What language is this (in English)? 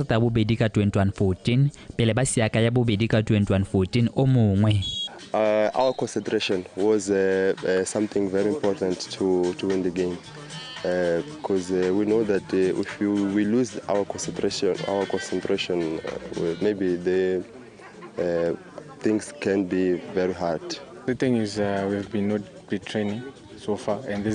Tswana